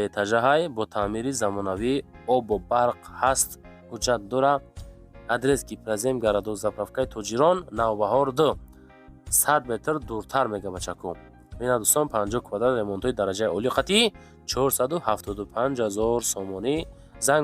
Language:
Tajik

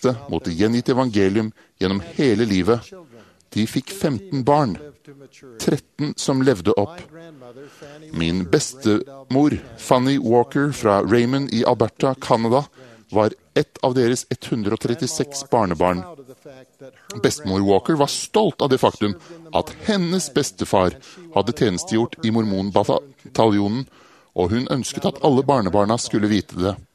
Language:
Norwegian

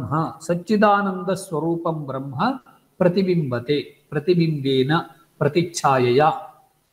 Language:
Sanskrit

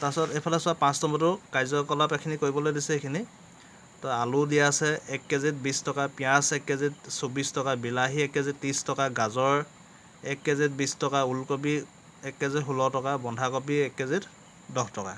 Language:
Assamese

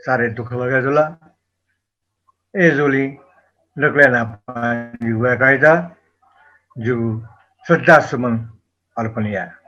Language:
Newari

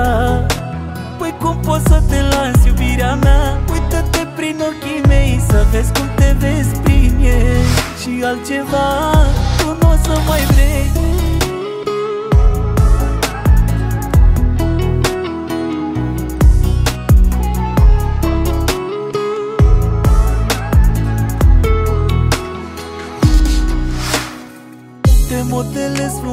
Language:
Romanian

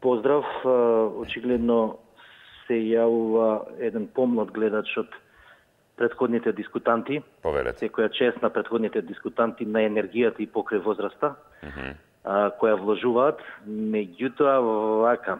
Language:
Macedonian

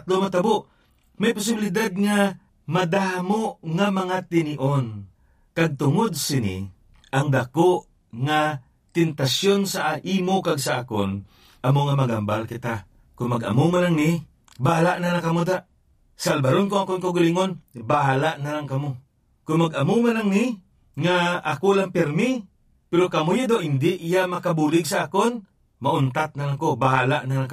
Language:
Hiligaynon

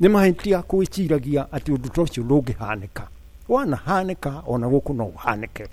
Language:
Kikuyu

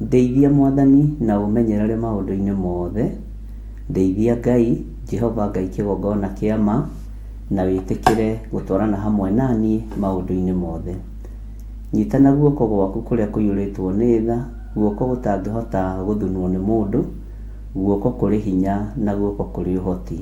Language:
Kikuyu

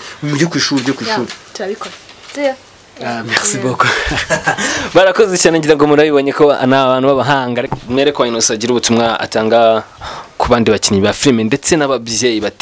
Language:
Kinyarwanda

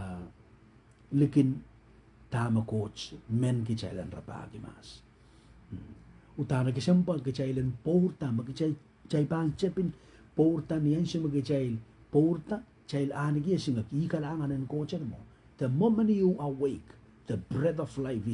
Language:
Pohnpeian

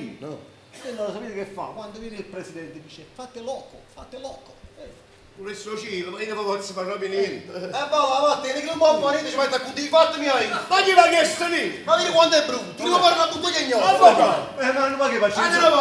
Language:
Neapolitan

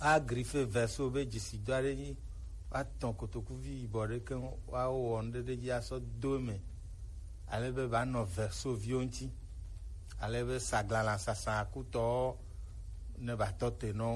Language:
Gen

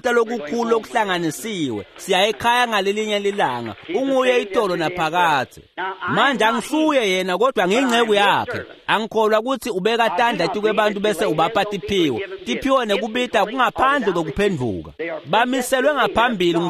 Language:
Swati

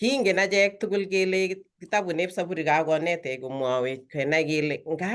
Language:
Kalenjin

